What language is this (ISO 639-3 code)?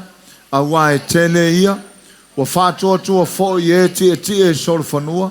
smo